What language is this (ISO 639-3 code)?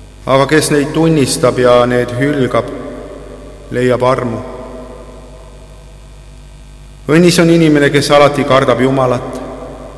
est